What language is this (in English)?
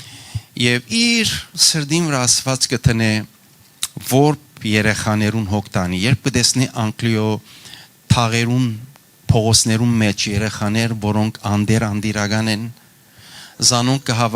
Western Armenian